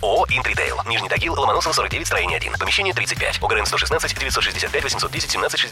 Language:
Russian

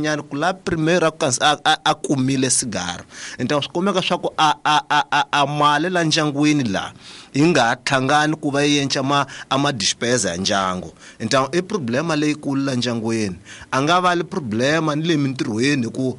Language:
Tsonga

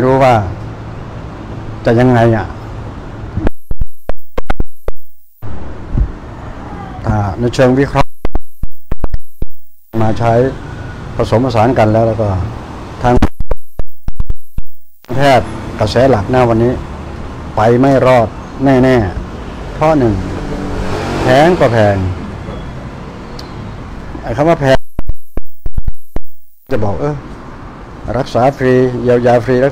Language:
Thai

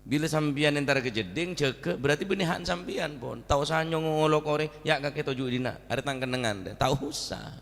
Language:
Madurese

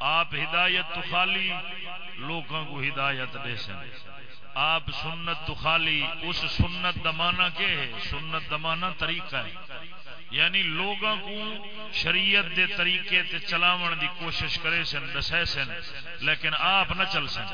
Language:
Saraiki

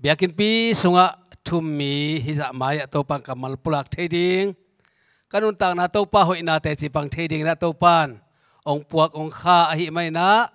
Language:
Tedim Chin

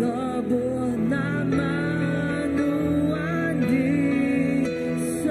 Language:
Iban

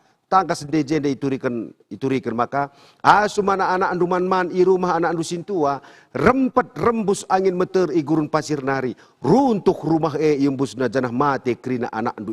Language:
Batak Karo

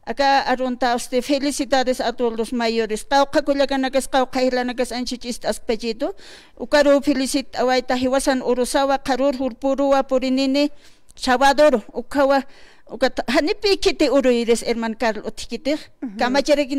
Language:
Aymara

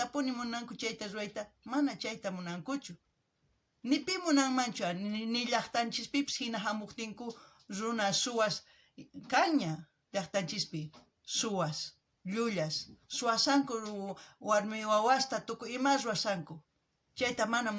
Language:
South Bolivian Quechua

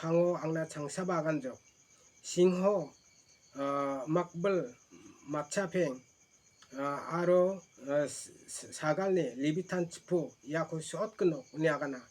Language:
Garo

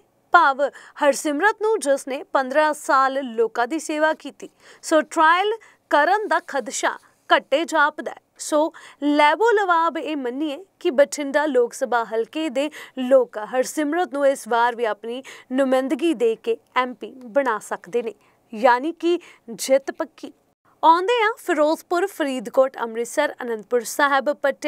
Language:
Punjabi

